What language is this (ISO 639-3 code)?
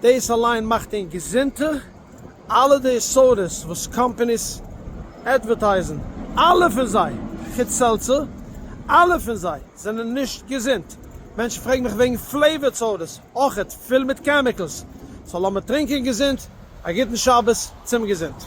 yid